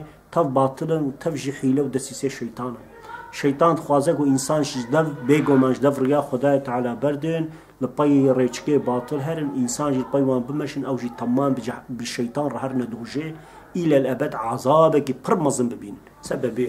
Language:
Kurdish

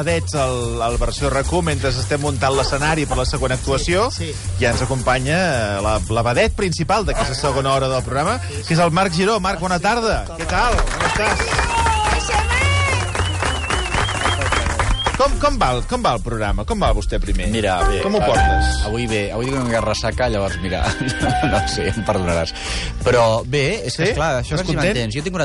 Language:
Catalan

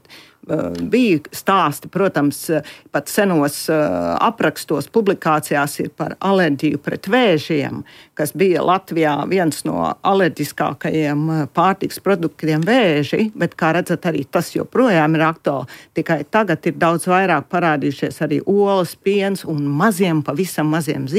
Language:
Latvian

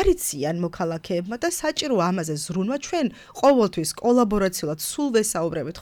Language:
Georgian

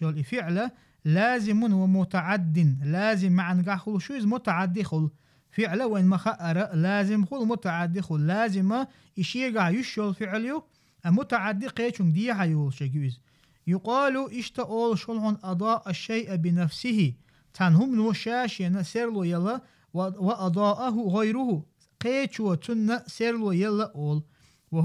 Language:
Chechen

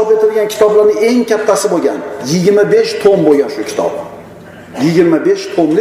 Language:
Uzbek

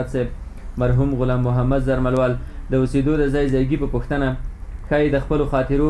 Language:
Pashto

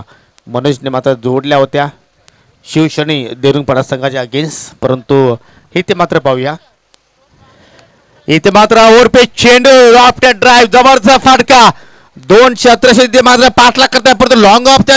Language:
Marathi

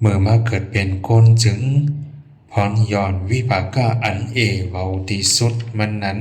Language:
Shan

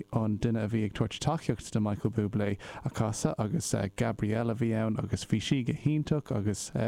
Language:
Irish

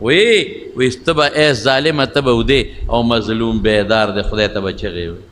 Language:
Pashto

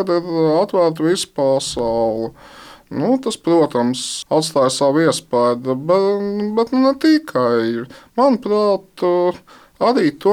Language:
Latvian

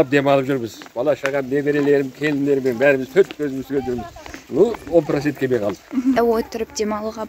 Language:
Kazakh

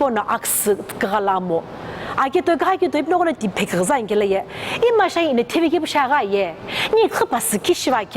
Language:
Sumi Naga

